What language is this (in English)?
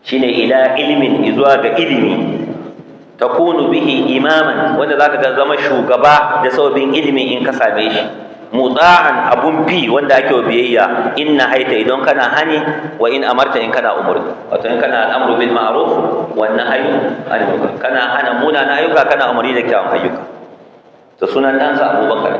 Hausa